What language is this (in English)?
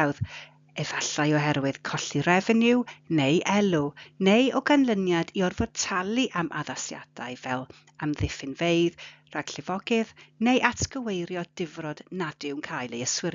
Welsh